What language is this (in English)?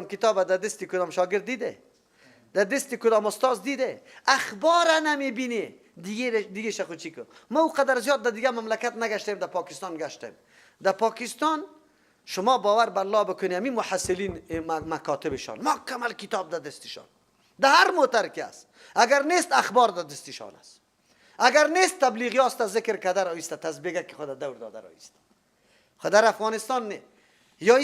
Persian